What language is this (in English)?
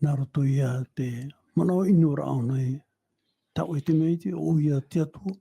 Tahitian